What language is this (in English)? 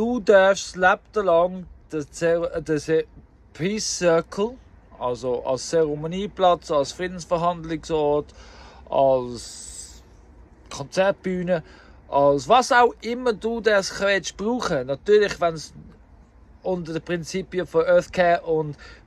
Swiss German